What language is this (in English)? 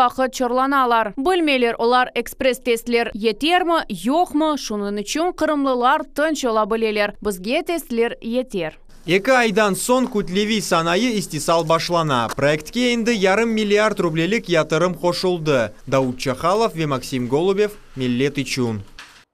Crimean Tatar